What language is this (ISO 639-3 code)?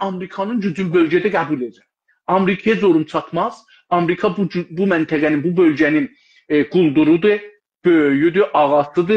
azb